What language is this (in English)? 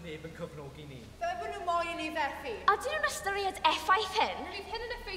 Welsh